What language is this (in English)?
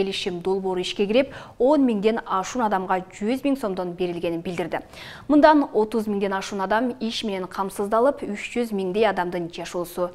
Kyrgyz